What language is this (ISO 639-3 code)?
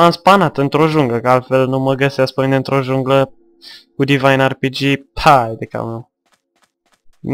ron